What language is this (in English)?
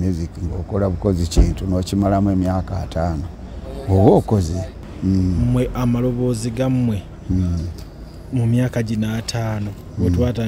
Ganda